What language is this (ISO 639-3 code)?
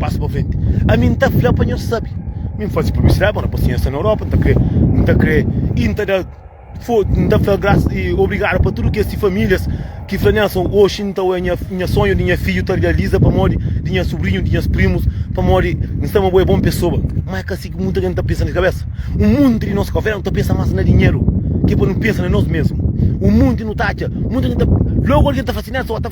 kea